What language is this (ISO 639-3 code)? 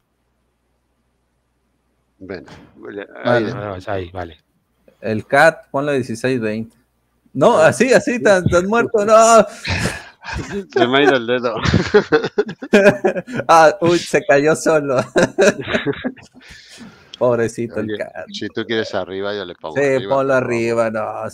spa